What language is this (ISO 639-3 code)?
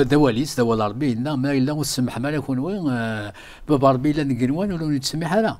kab